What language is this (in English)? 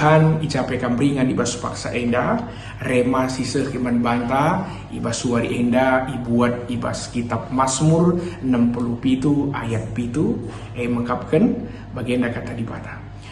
Batak Karo